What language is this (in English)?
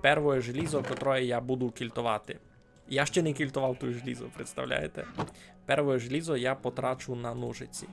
Rusyn